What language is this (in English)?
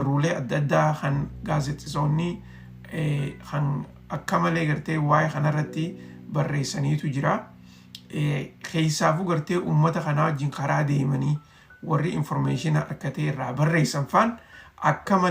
Oromo